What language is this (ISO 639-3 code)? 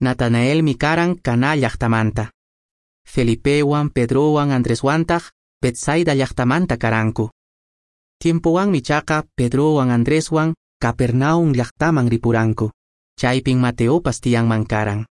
que